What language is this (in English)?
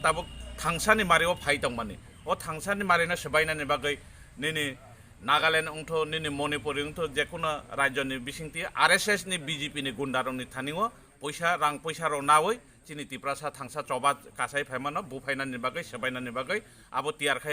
Kok Borok